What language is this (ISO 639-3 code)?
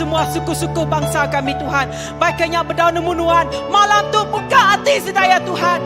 iba